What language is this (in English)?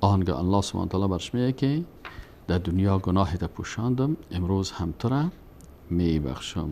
Persian